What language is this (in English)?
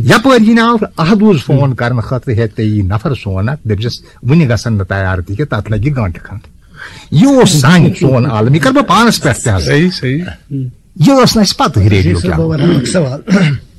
Kashmiri